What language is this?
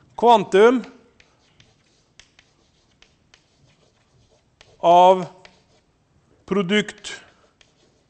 Norwegian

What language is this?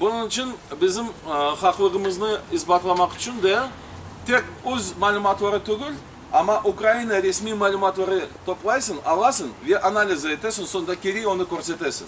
Crimean Tatar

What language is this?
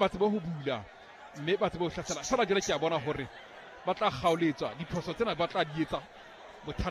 Southern Sotho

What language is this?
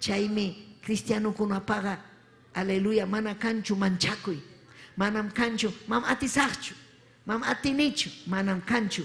Ayacucho Quechua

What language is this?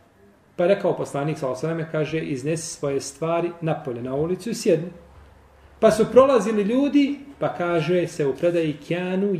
Bosnian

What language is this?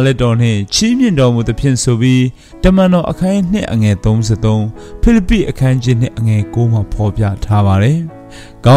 Burmese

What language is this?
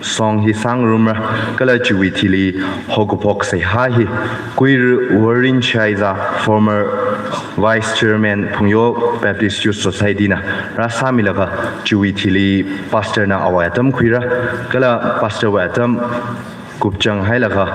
Tangkhul Naga (India)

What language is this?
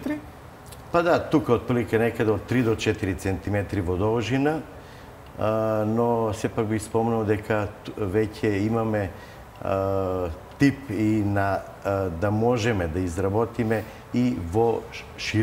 Macedonian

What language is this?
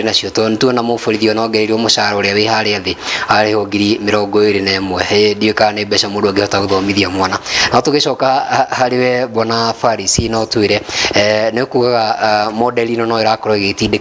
Kikuyu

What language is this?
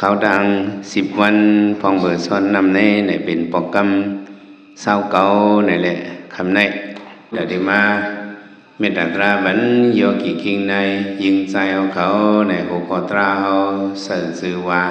Shan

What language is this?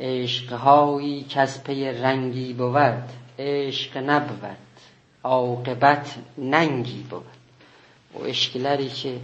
South Azerbaijani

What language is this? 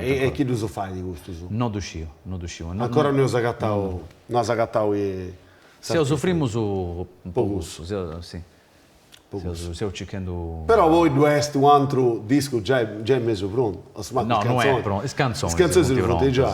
Sardinian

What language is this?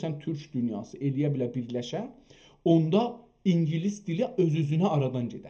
South Azerbaijani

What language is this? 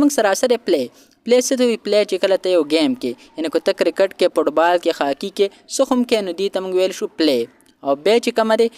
Pashto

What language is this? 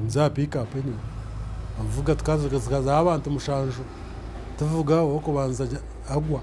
Nyankole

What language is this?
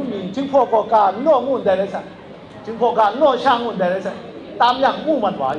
Kachin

